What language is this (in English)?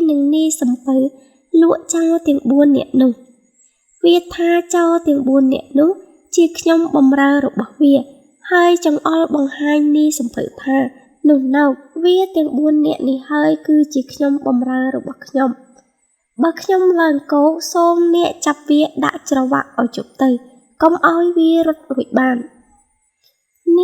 Khmer